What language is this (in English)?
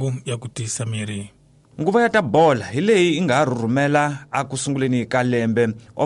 Tsonga